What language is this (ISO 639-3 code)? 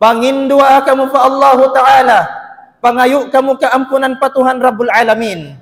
tsg